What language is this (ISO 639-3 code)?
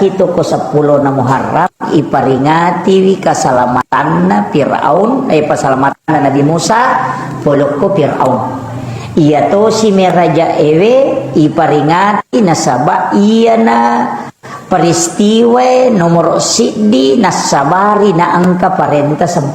bug